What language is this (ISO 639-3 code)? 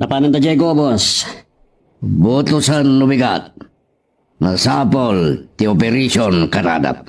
ilo